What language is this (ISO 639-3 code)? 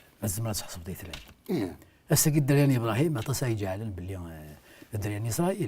kab